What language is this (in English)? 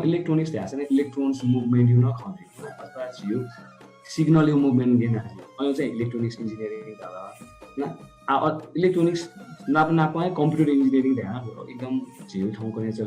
Newari